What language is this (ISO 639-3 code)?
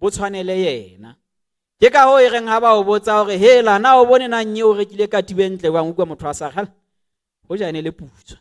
sot